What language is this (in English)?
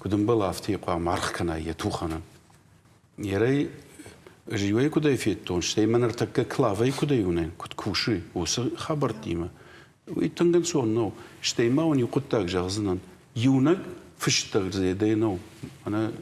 Ossetic